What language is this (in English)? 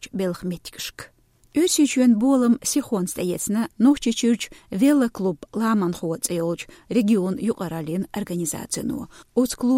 Chechen